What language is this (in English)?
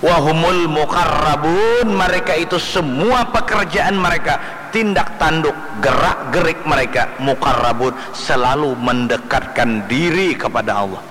Banjar